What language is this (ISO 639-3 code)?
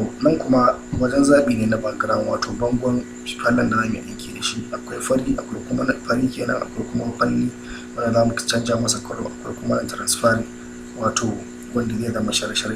hau